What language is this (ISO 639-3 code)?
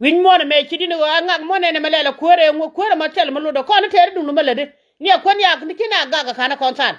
nus